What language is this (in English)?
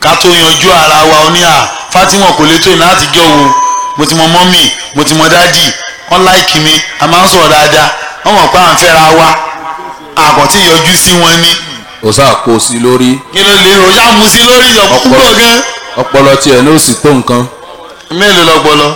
Yoruba